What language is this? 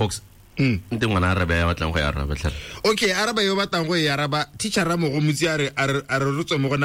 Tswana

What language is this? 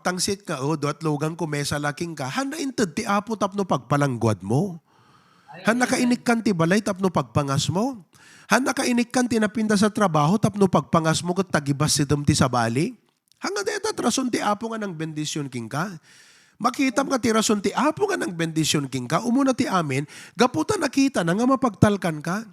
Iloko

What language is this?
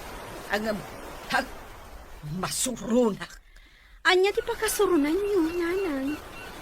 Iloko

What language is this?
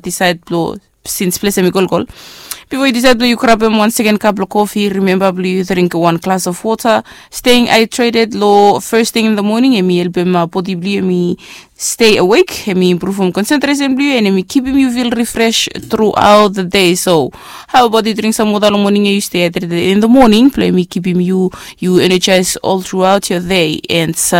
Bislama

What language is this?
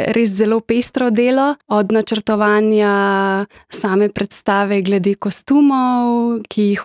Slovenian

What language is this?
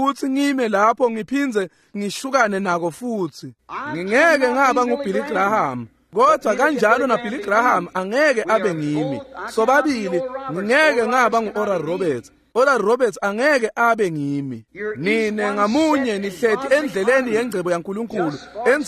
Swati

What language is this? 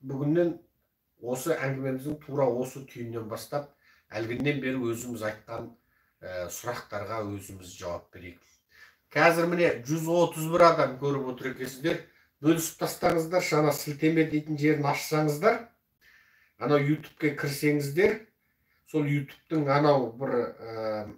Kazakh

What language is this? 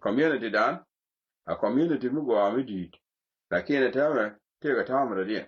Nuer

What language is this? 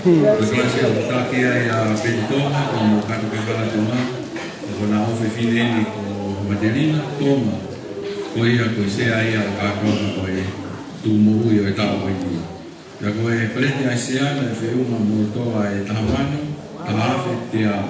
Tongan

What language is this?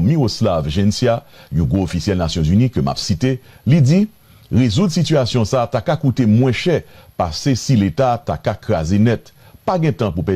Haitian Creole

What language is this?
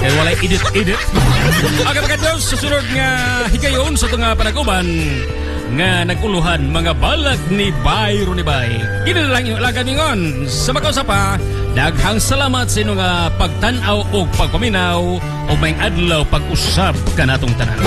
Cebuano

